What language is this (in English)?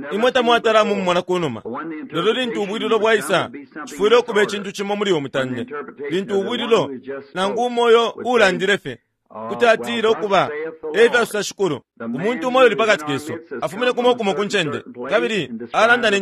Bemba